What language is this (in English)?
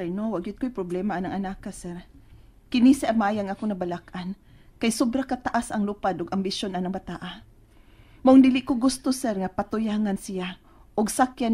Cebuano